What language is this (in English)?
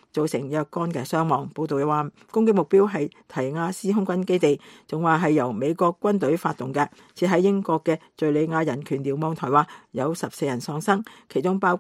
Cantonese